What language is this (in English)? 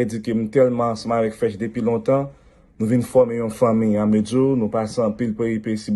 Haitian Creole